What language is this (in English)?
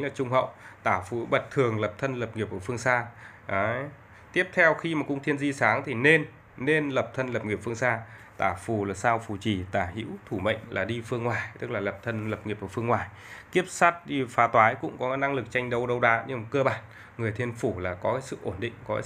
Vietnamese